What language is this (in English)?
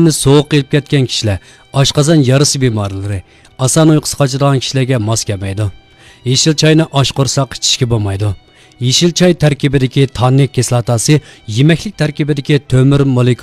Uyghur